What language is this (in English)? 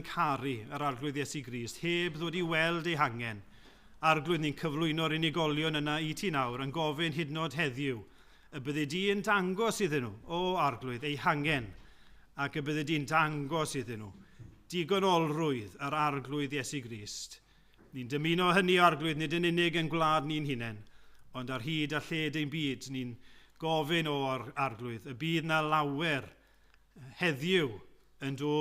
Welsh